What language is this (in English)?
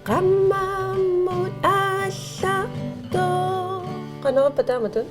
Kalaallisut